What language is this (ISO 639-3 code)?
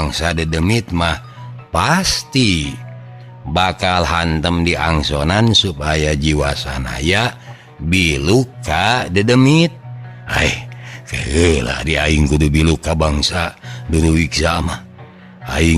sun